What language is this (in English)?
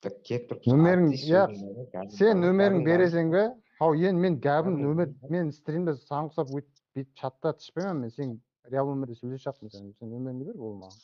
Kara-Kalpak